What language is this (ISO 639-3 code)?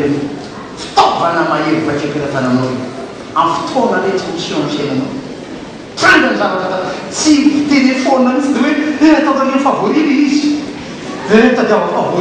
mlg